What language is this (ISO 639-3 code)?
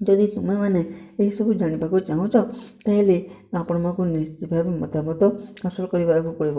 ori